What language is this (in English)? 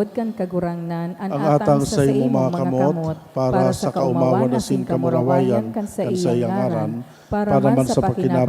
Bikol